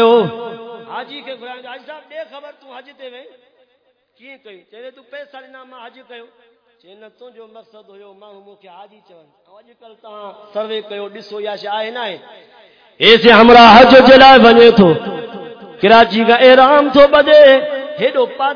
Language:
Saraiki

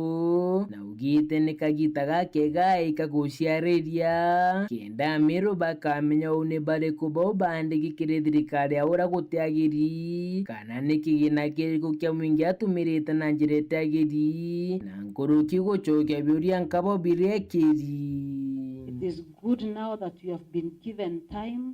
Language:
Meru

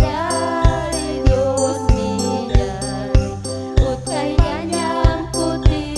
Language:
Ayacucho Quechua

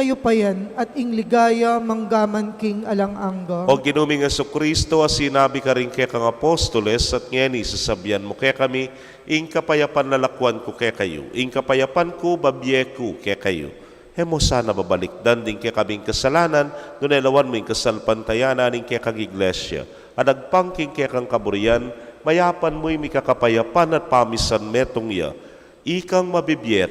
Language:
Pampanga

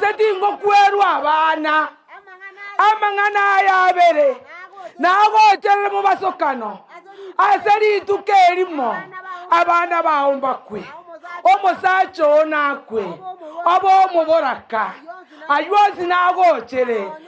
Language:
Gusii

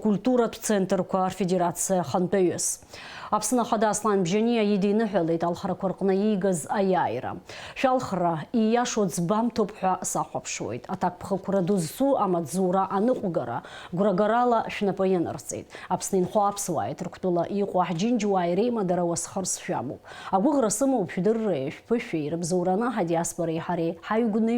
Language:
Abkhazian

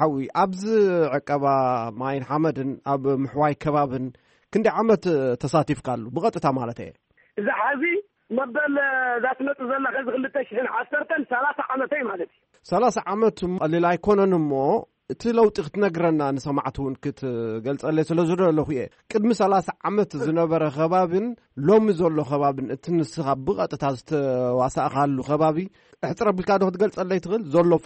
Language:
Tigrinya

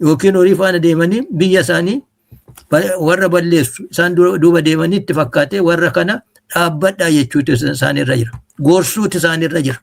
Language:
Oromo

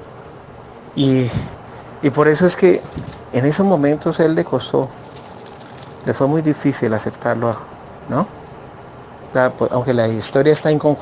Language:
Spanish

